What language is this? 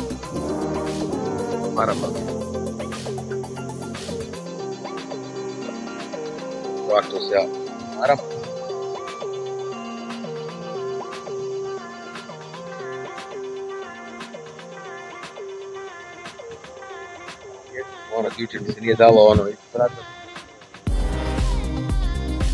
Croatian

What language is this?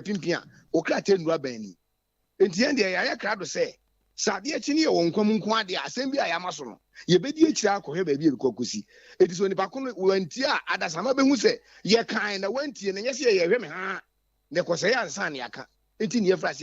Akan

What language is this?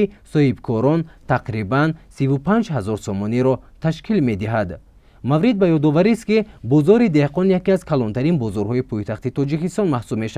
Tajik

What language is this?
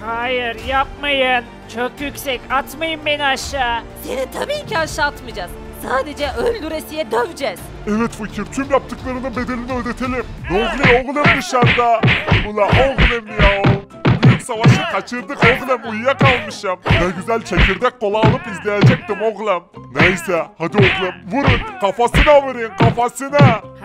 Turkish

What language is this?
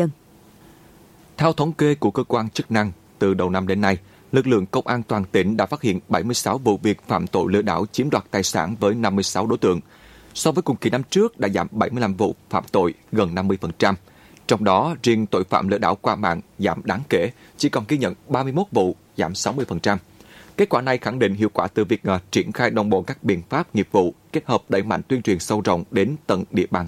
Vietnamese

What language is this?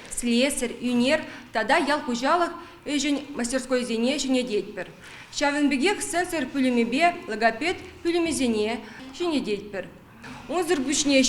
Chuvash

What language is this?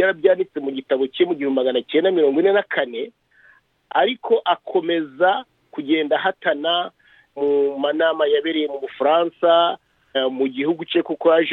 Kinyarwanda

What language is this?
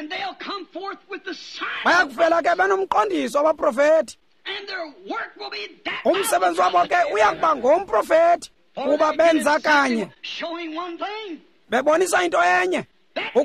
Xhosa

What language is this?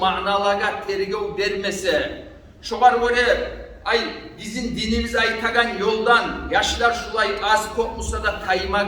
Kumyk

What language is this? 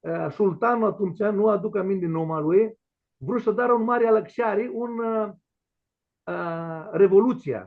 Aromanian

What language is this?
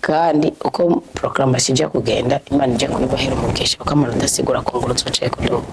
Rundi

